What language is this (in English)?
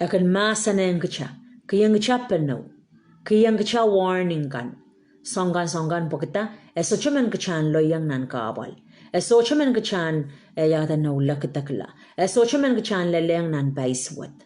Pohnpeian